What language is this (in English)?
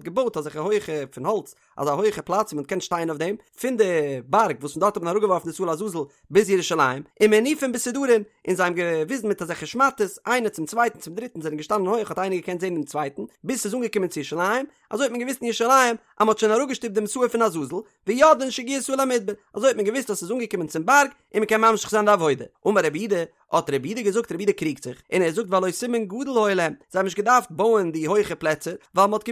Yiddish